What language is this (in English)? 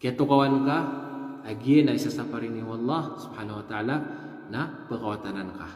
Maranao